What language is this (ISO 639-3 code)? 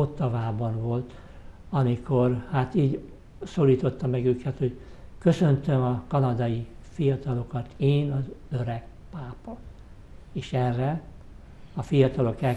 hun